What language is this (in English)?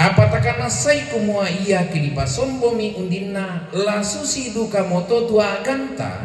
Toraja-Sa'dan